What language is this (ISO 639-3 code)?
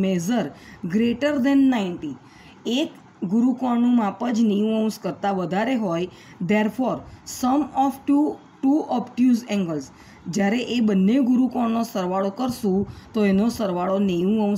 guj